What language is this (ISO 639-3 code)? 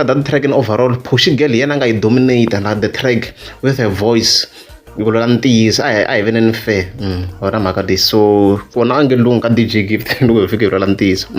tso